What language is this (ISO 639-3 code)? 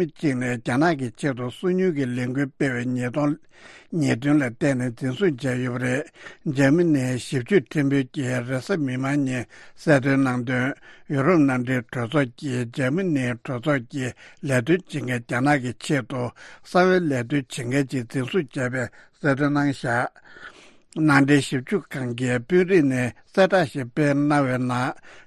bod